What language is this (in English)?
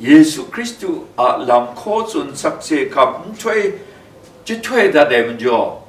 Kachin